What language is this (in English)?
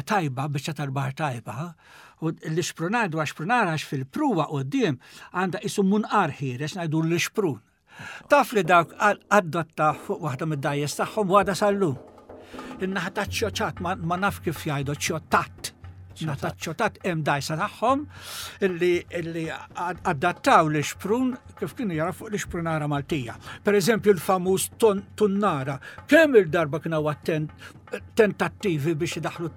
Maltese